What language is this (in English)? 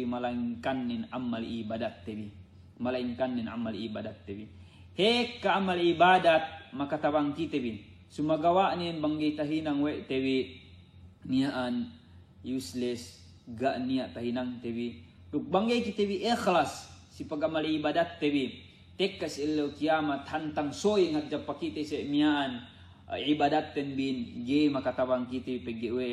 Yakan